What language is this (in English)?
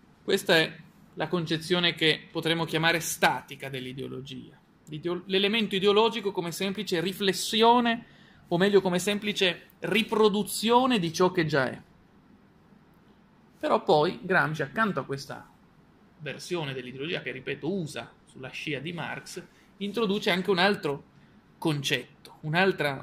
Italian